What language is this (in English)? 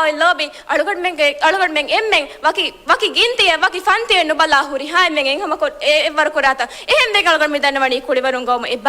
Divehi